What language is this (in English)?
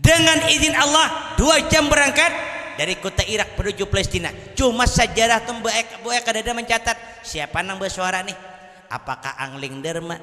Banjar